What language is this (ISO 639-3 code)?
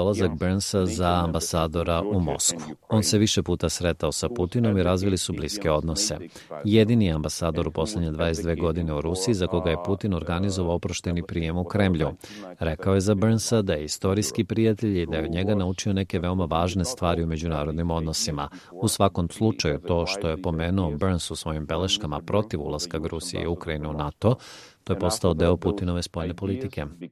srp